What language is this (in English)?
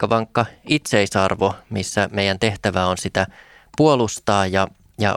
Finnish